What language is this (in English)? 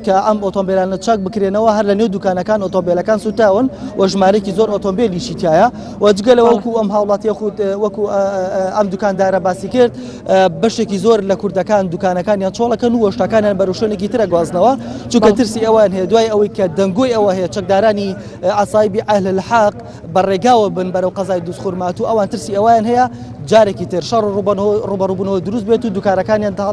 Central Kurdish